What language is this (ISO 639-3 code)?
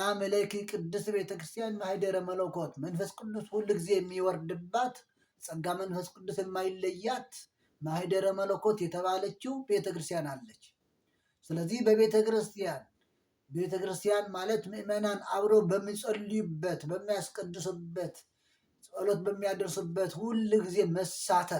amh